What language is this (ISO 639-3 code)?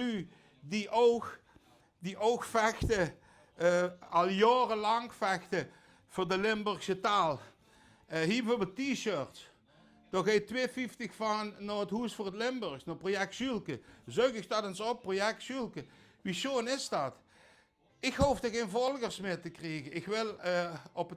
lim